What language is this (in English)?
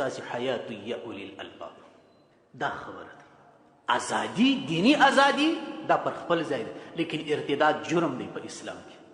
Pashto